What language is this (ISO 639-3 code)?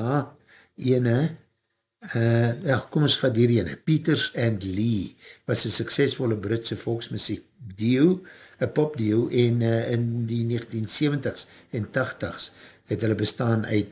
afr